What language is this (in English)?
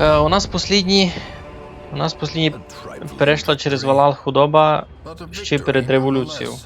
Rusyn